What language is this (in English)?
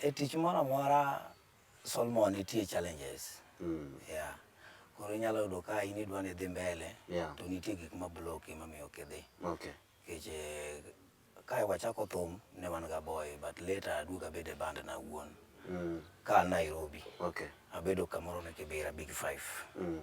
Luo (Kenya and Tanzania)